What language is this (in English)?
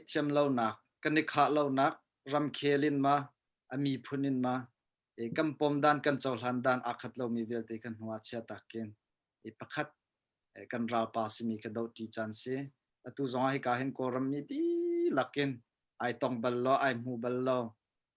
Hakha Chin